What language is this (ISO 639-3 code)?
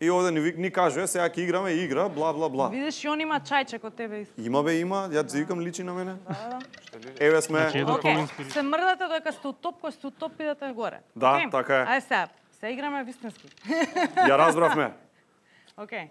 mkd